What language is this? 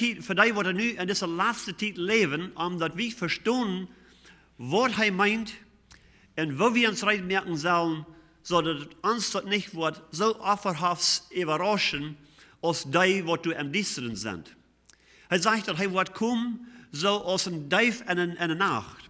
Plautdietsch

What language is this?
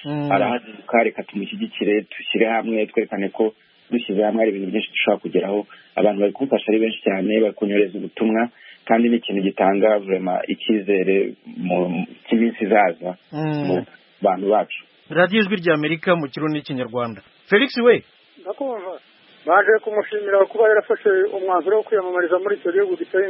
Kinyarwanda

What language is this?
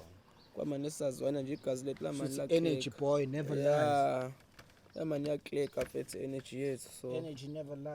Zulu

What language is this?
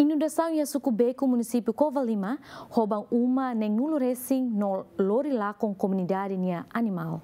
Tetum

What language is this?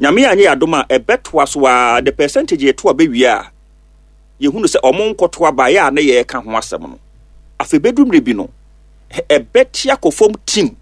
Akan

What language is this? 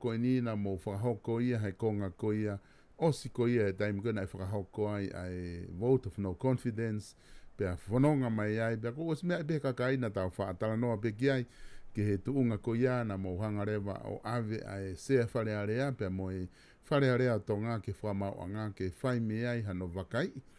Tongan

